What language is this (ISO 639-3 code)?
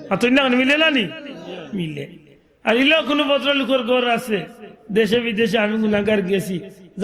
syl